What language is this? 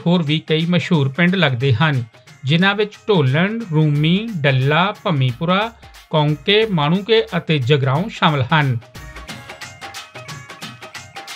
Punjabi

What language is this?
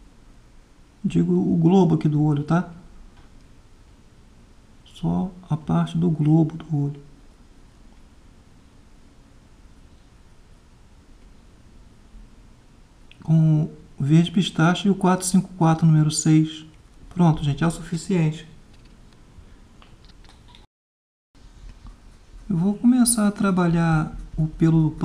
Portuguese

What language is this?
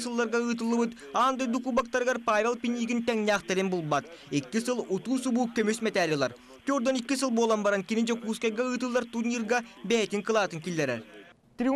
Yakut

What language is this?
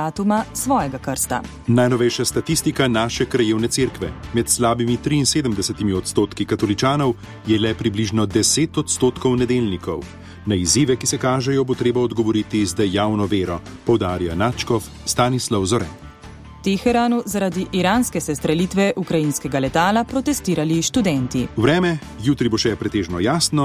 Slovenian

